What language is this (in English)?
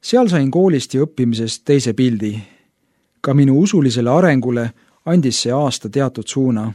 Estonian